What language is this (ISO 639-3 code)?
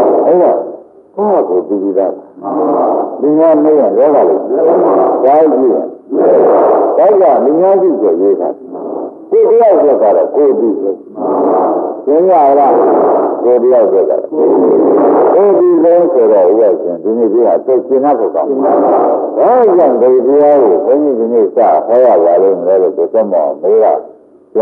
mya